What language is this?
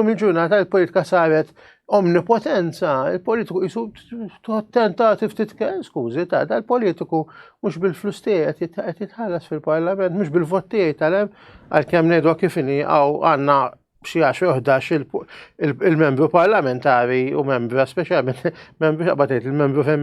Maltese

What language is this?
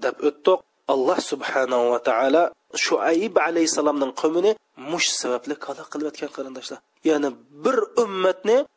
Uyghur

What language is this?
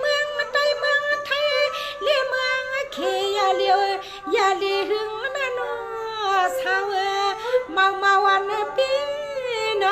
Shan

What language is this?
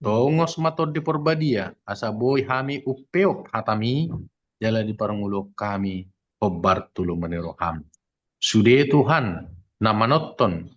Batak Toba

